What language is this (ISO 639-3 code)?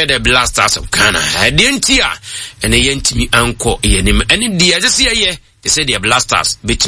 aka